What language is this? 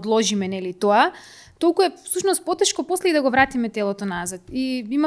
Macedonian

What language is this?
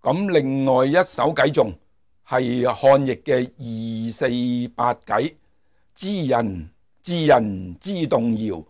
Cantonese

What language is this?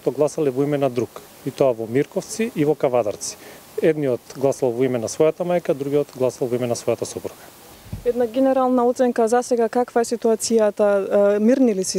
Macedonian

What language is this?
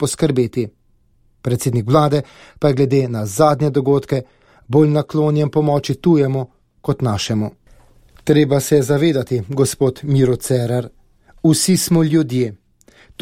Slovenian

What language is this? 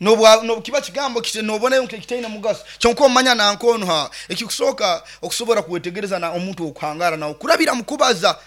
Nyoro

